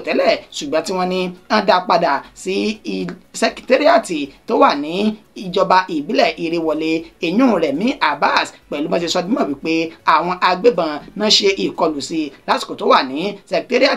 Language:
Yoruba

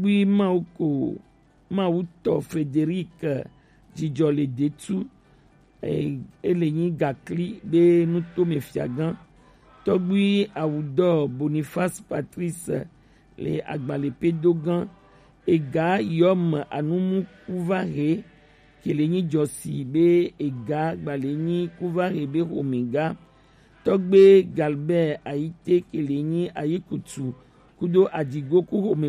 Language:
Gen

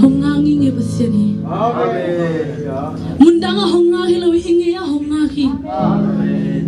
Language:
Tedim Chin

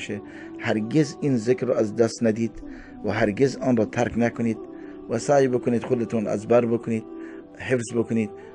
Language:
Persian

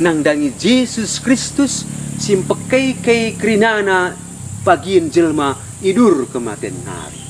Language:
Batak Karo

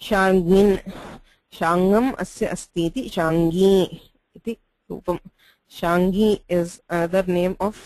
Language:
Sanskrit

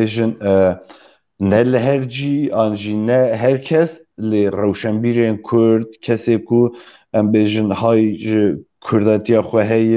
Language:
Kurdish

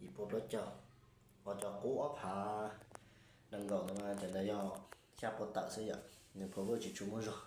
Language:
Hmong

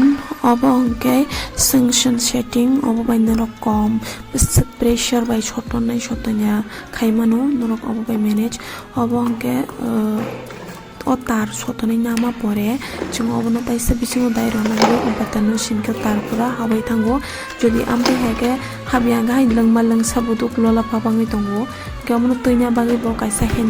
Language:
Kok Borok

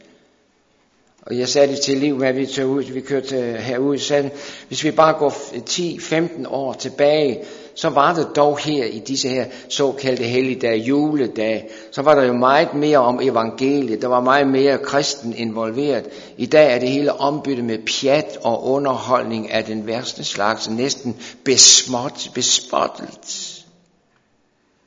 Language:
Danish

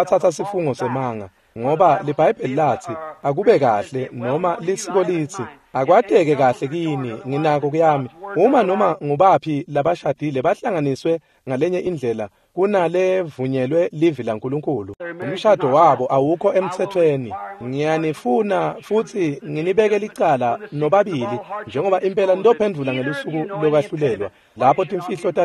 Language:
Swati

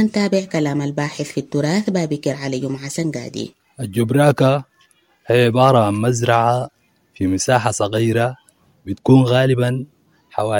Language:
Sudanese Arabic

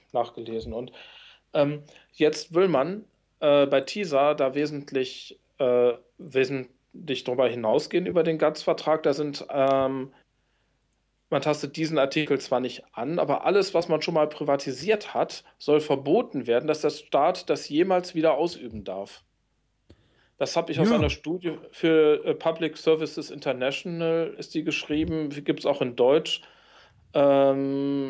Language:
German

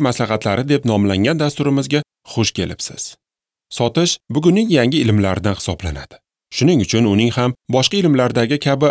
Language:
Uzbek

